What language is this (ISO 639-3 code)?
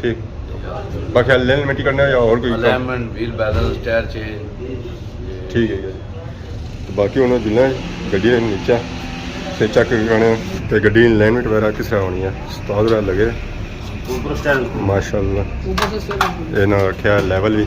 phr